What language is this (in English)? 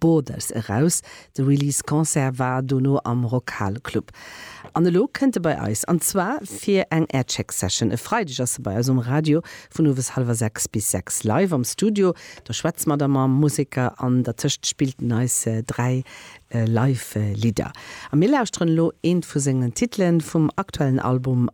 Luxembourgish